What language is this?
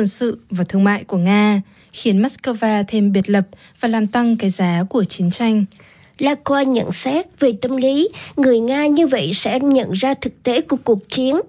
Vietnamese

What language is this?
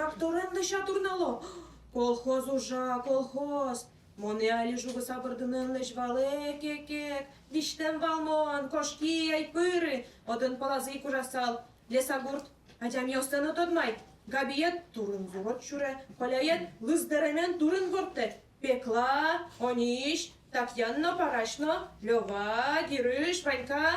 Udmurt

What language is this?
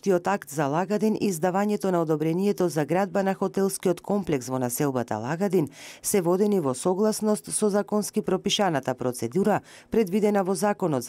Macedonian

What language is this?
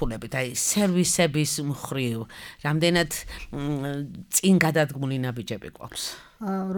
Georgian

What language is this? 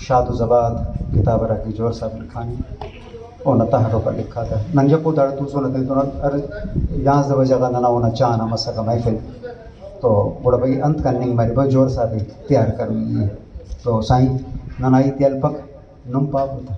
Brahui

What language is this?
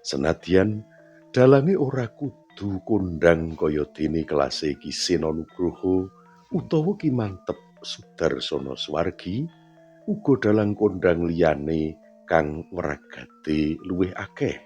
Javanese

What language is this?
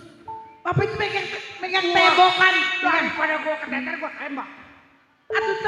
Betawi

